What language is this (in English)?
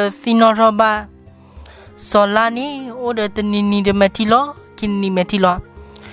S'gaw Karen